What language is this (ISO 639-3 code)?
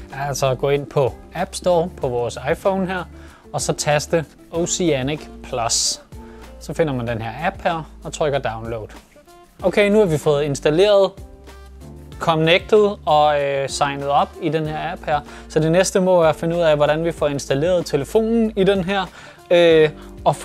dan